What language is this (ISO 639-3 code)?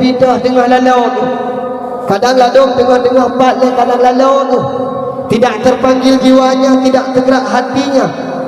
ace